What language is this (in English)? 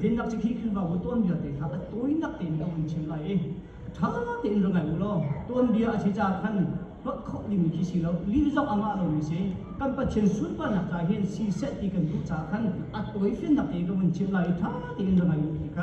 Hakha Chin